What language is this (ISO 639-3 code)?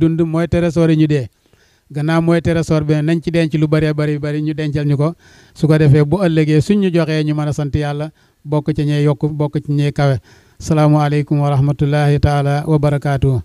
wol